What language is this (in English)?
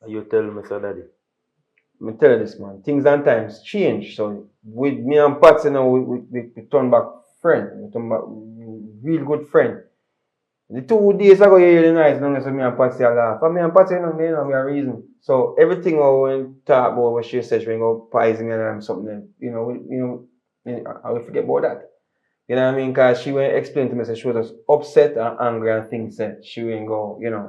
Jamaican Creole English